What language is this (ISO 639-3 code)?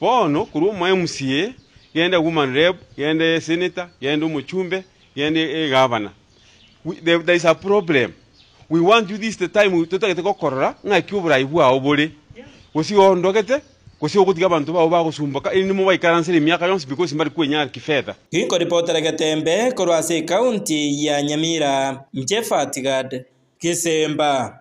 guz